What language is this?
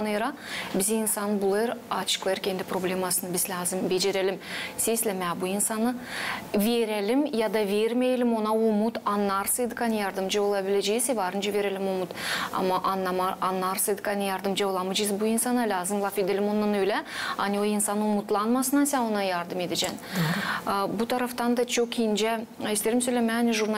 Gagauz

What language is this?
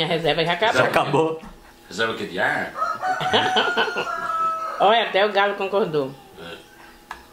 Portuguese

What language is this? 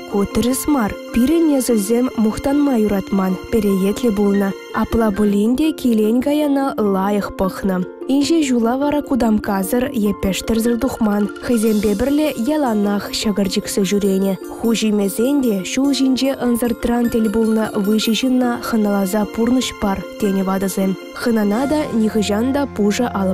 Chuvash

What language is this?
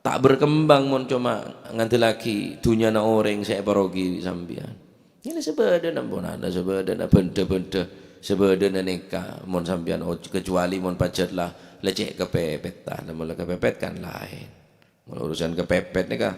Madurese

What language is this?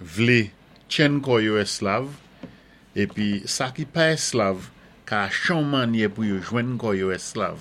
Saint Lucian Creole French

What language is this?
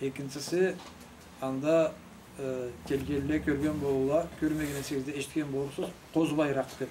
Karachay-Balkar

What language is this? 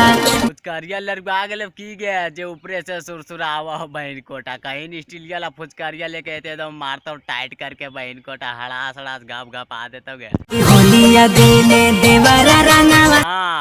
Magahi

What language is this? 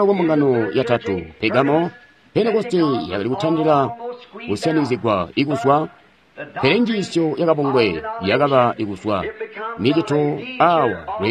Tonga (Zambia)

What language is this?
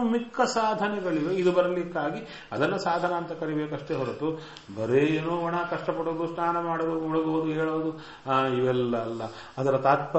Kannada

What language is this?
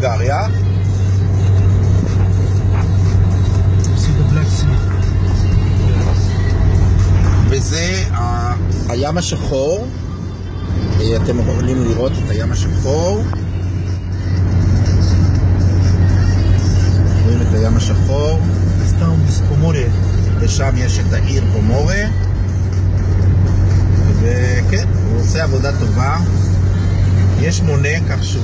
Hebrew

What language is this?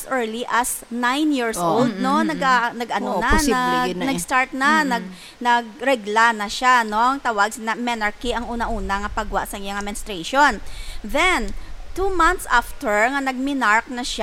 Hiligaynon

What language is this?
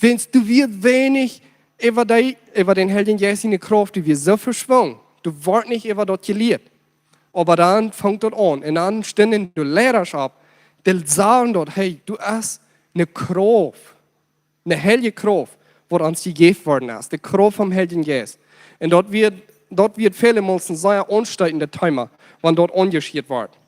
Plautdietsch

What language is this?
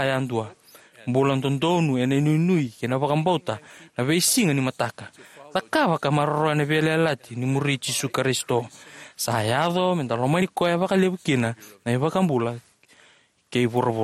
Fijian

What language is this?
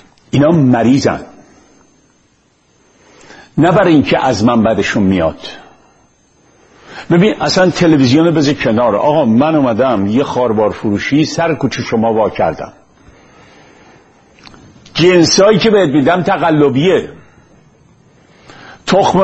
Persian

